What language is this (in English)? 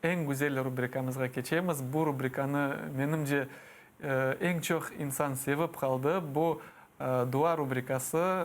Crimean Tatar